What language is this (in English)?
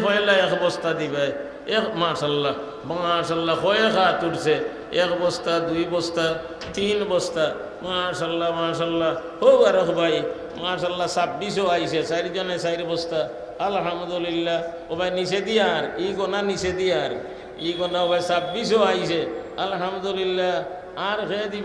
Sylheti